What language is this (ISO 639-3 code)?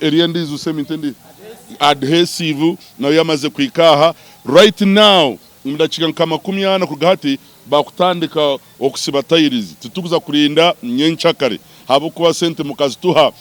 nyn